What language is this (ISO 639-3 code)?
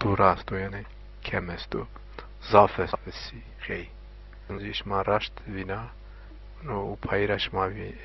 zza